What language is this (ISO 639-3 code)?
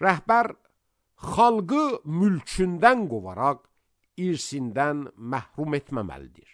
aze